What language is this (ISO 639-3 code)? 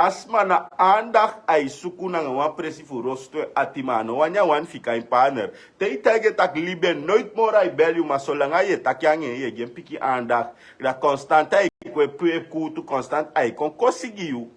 srn